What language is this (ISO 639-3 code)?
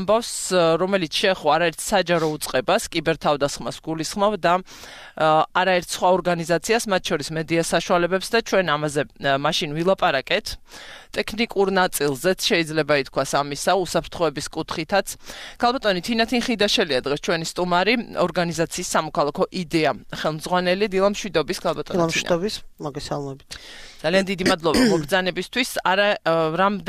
kat